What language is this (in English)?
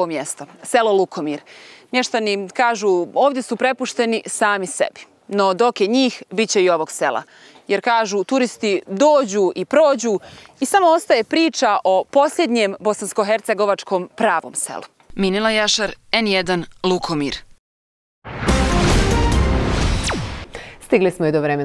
Croatian